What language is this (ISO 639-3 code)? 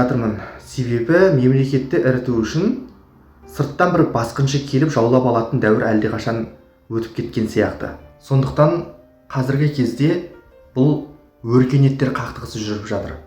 kaz